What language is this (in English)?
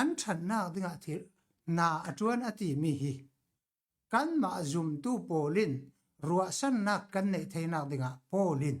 Falam Chin